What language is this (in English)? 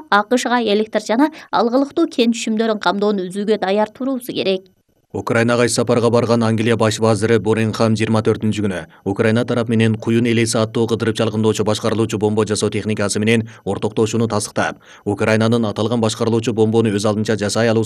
Kyrgyz